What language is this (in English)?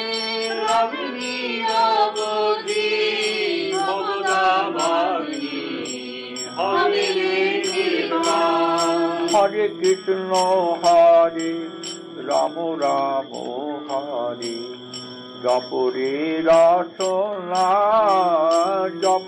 Bangla